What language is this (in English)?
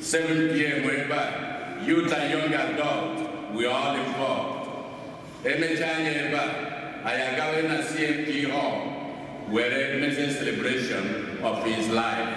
Igbo